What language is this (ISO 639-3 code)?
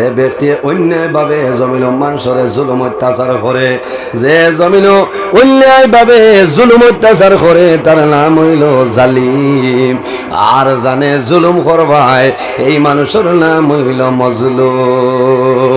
syl